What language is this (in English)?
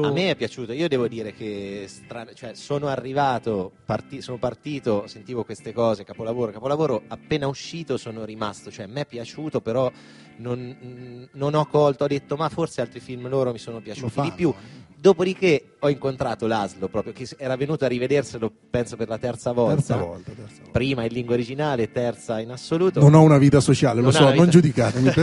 Italian